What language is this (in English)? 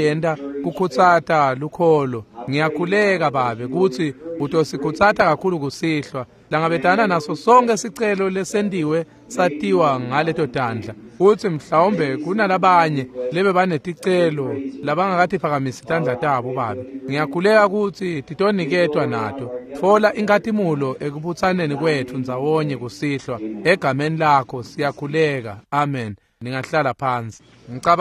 Swati